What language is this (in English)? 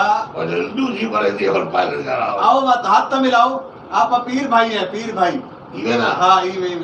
Saraiki